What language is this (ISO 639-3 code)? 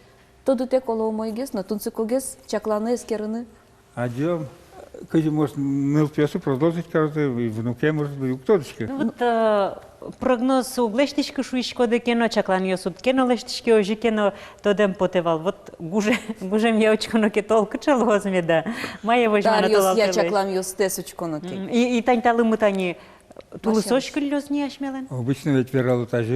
udm